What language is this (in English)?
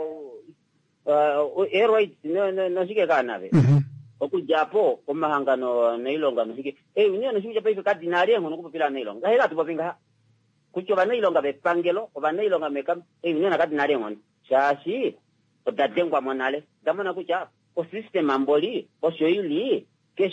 Kuanyama